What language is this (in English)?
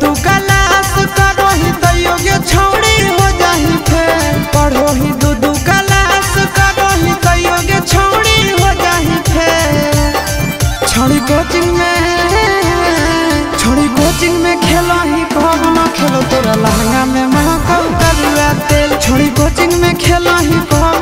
Bhojpuri